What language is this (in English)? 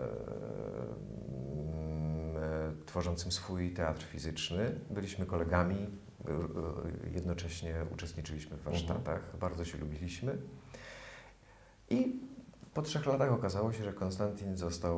Polish